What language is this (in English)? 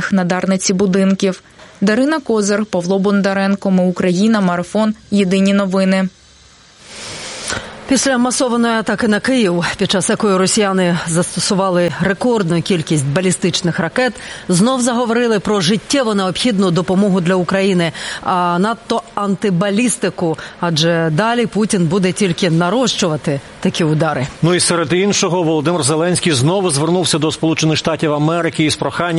Ukrainian